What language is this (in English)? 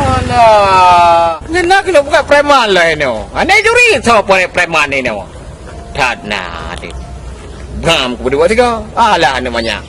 Achinese